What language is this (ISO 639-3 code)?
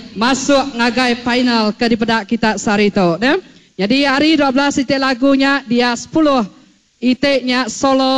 iba